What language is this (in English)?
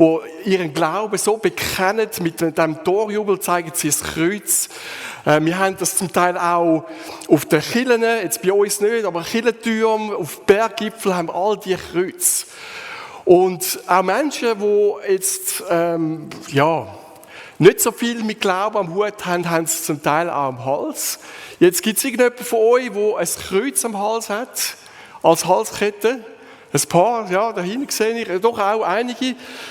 Swiss German